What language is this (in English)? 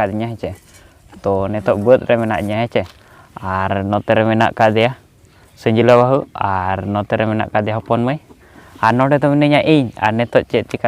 Santali